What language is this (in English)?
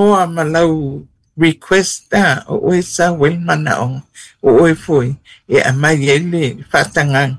Samoan